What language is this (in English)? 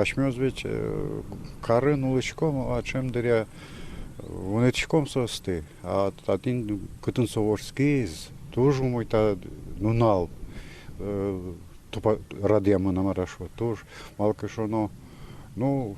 Udmurt